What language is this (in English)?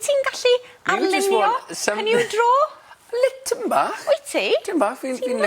Welsh